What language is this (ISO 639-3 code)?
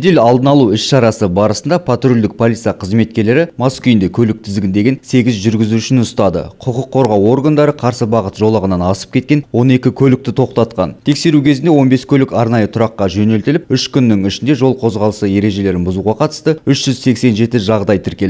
kir